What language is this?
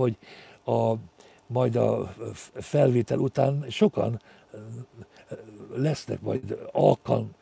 Hungarian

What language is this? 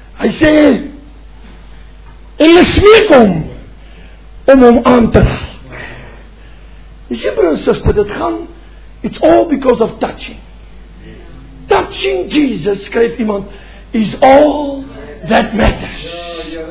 Afrikaans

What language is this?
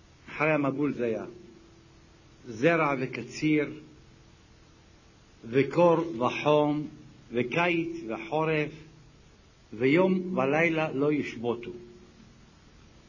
Hebrew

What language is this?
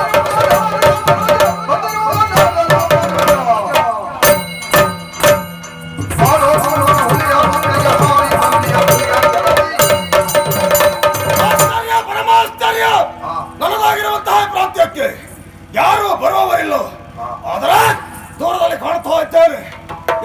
Kannada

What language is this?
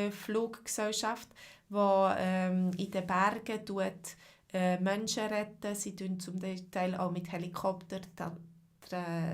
Swiss German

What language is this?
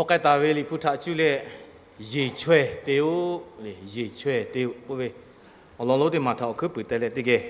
Lahu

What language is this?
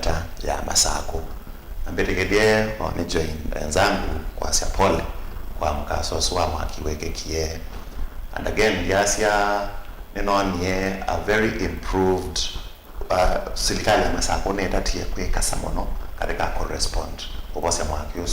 Kamba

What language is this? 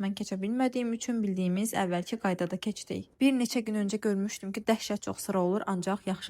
Azerbaijani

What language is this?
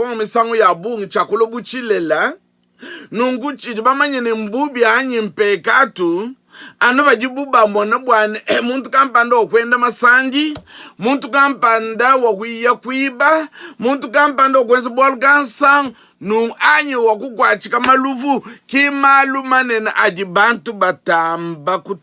Luba-Lulua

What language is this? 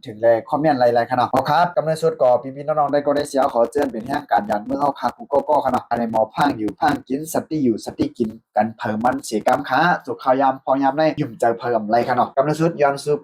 Shan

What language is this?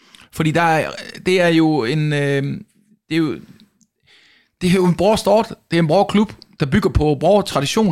Danish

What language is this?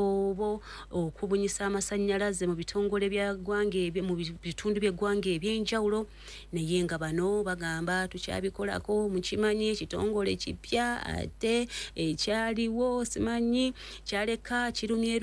Ganda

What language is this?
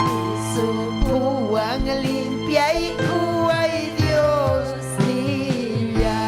Ayacucho Quechua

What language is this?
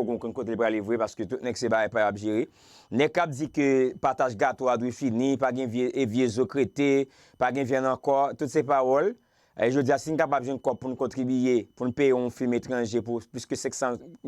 Haitian Creole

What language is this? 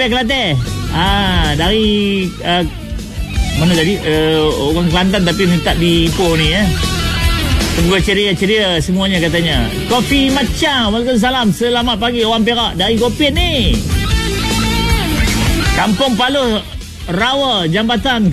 Malay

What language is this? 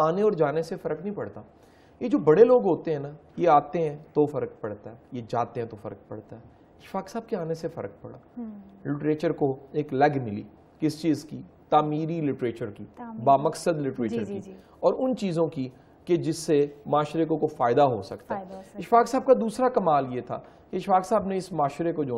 Urdu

